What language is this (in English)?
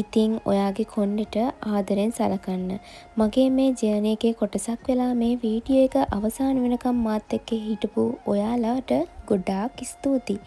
Sinhala